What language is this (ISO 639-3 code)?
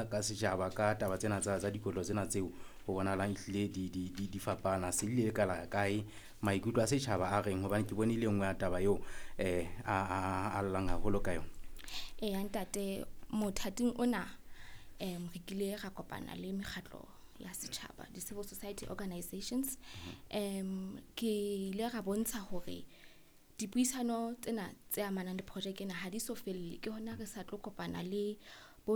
sot